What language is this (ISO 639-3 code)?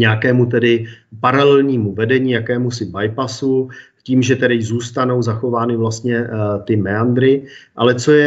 ces